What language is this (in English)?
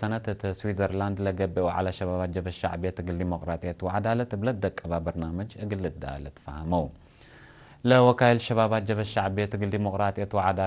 Tigre